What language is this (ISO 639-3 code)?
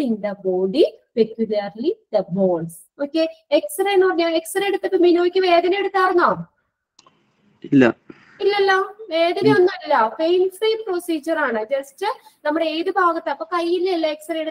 mal